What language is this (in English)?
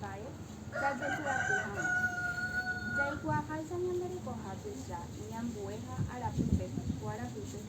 Guarani